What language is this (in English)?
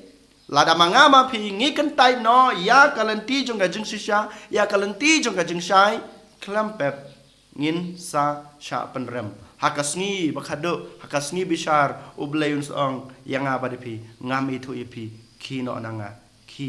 Khasi